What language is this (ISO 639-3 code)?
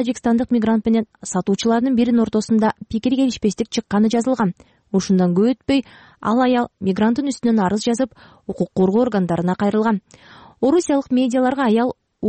kir